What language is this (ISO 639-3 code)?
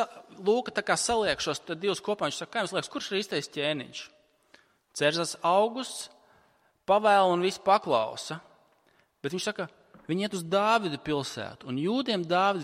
lav